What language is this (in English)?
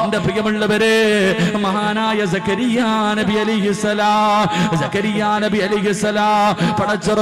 Malayalam